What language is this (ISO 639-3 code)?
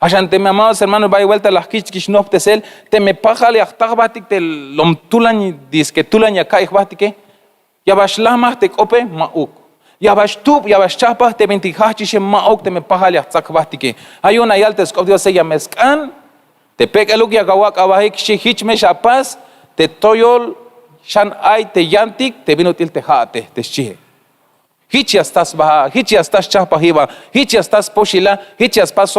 tzh